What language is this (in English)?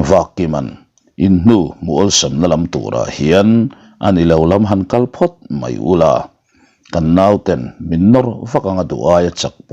Mizo